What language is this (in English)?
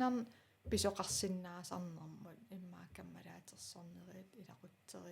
Kalaallisut